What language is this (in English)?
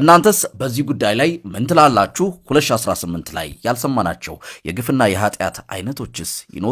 Amharic